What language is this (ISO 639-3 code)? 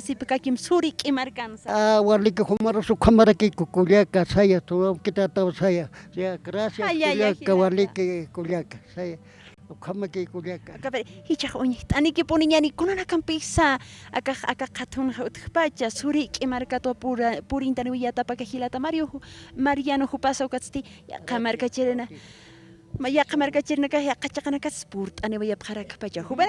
aym